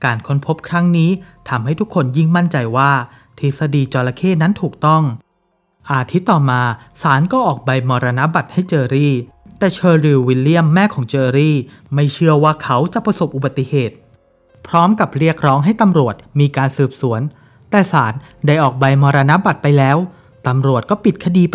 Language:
Thai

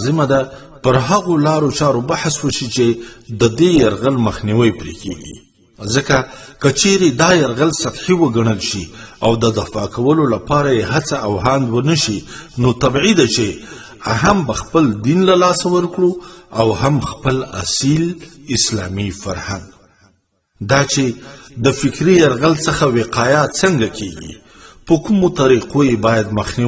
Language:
Pashto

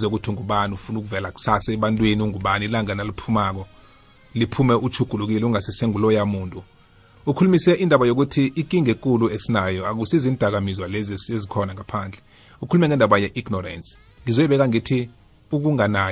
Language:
South Ndebele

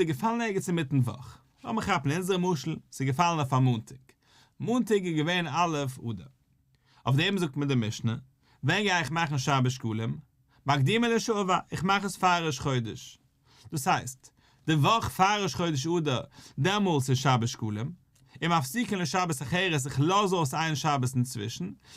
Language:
Yiddish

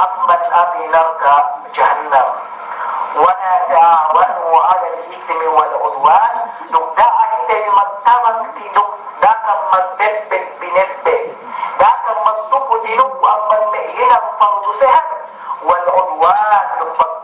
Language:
Yakan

